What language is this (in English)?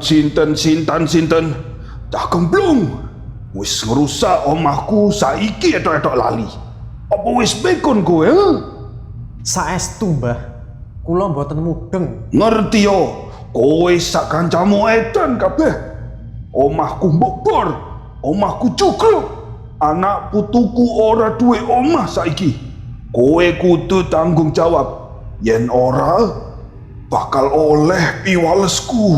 Javanese